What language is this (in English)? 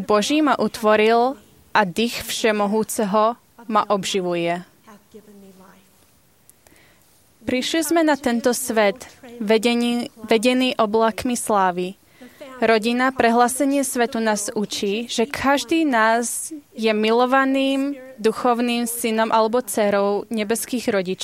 Slovak